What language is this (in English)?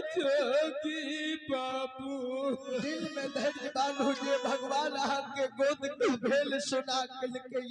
Maithili